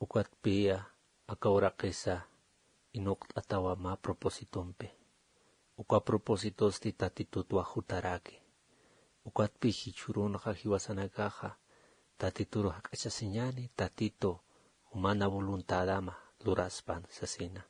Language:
Aymara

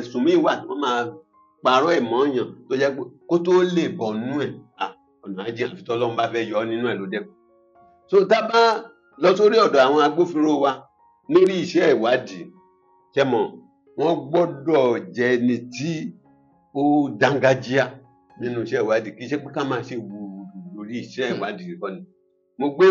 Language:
Yoruba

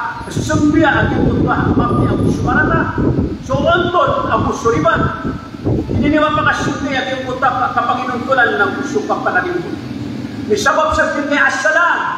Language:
Maranao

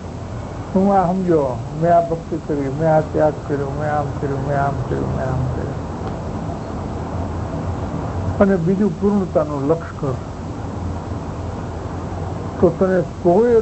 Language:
Gujarati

